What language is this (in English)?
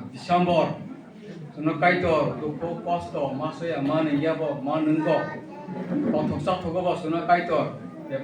Kok Borok